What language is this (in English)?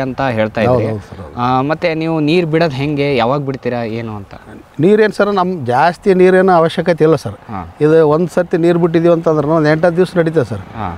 Kannada